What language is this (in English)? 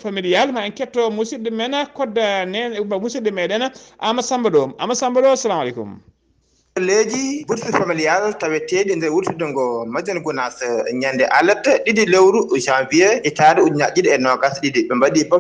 Fula